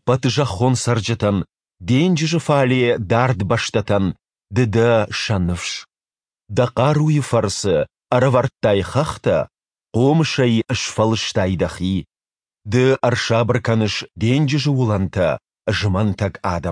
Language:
Ossetic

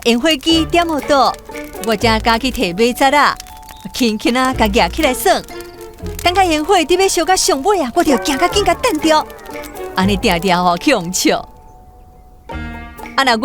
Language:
Min Nan Chinese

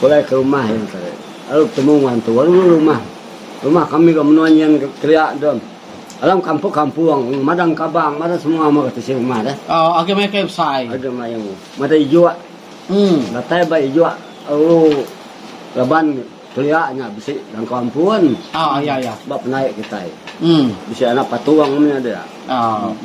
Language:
Iban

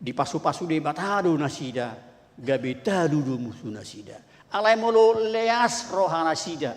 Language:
Batak Toba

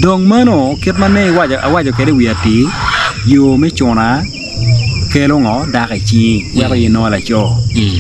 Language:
Acoli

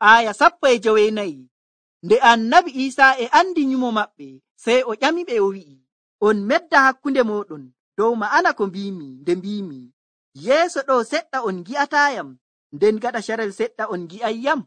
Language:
Nigerian Fulfulde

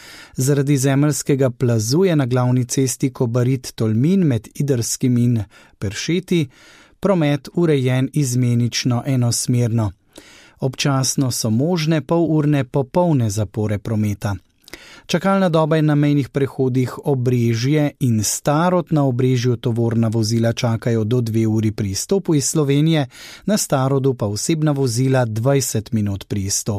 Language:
Slovenian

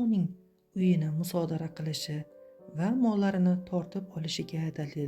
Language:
Uzbek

